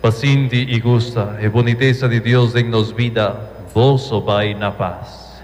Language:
Papiamento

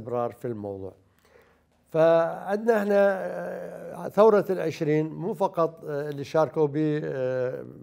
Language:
Mesopotamian Arabic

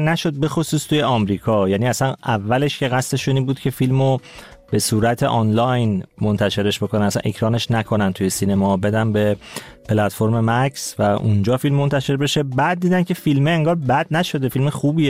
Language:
Persian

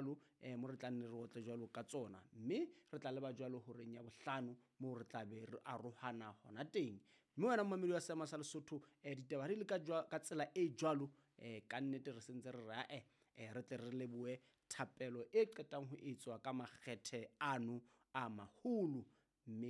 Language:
Southern Sotho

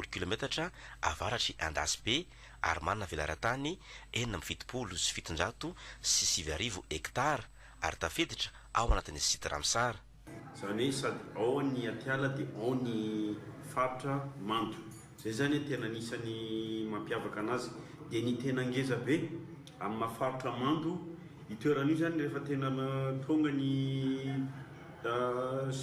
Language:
Malagasy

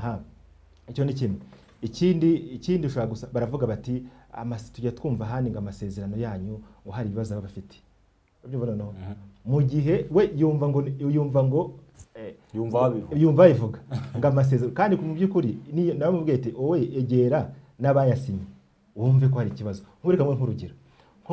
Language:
Kinyarwanda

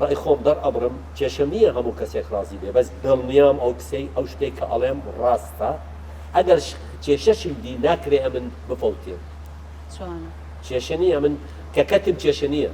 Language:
Central Kurdish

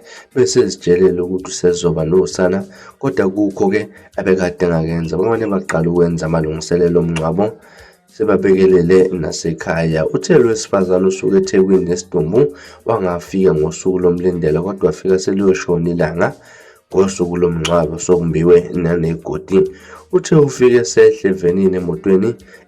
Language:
Zulu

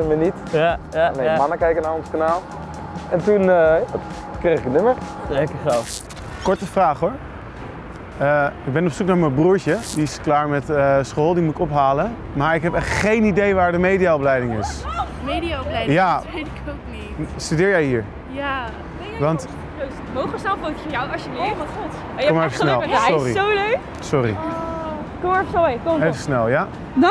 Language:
Dutch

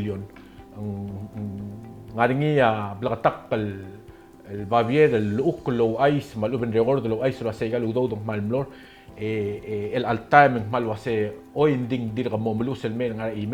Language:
Palauan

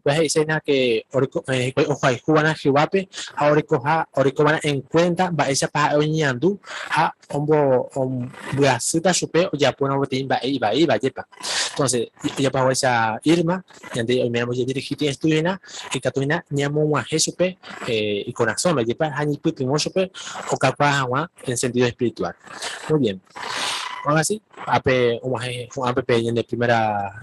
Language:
Guarani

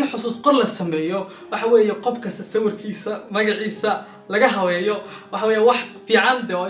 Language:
Somali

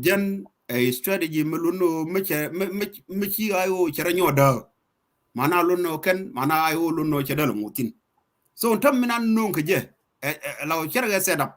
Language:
Nuer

